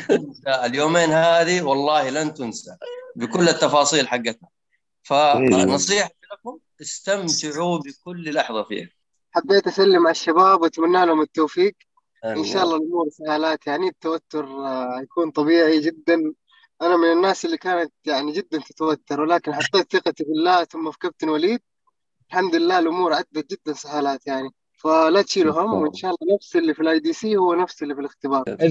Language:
Egyptian Arabic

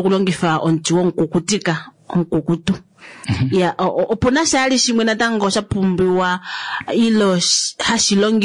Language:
Kuanyama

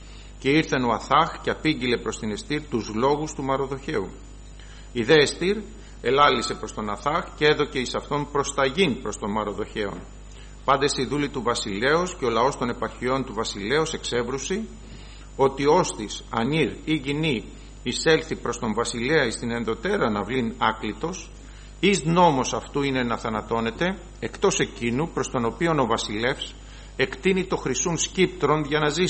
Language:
Greek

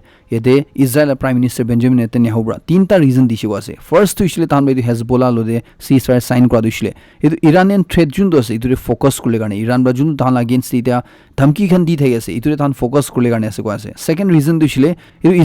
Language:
Naga Pidgin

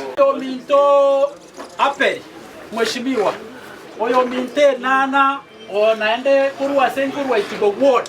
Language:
Gusii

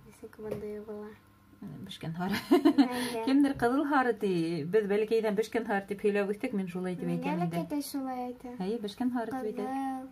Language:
Bashkir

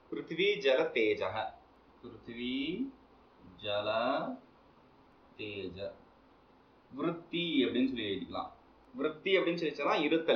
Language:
Tamil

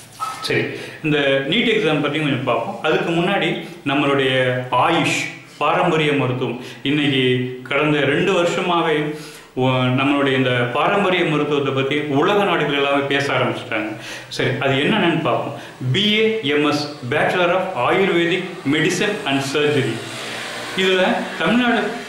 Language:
Tamil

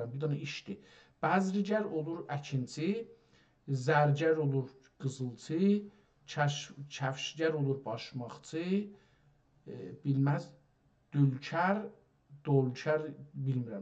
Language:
South Azerbaijani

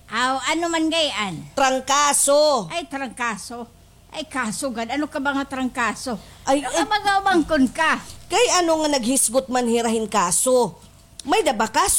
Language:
Waray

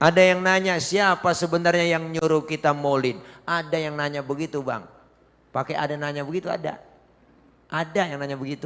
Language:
Betawi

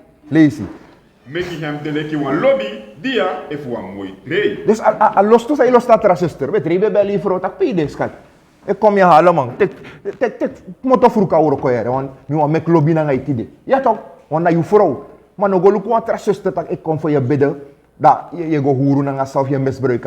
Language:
Sranan Tongo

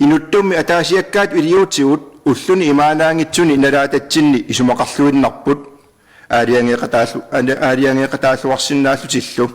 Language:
Kalaallisut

